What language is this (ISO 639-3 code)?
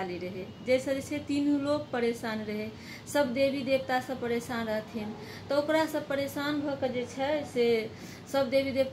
mai